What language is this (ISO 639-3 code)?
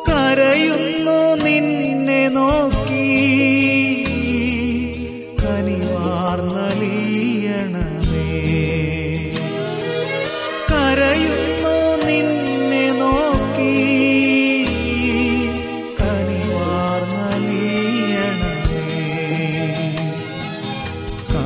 mal